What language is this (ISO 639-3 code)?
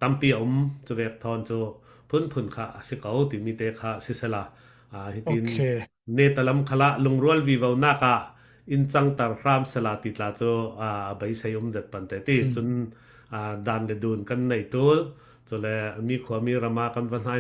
cfm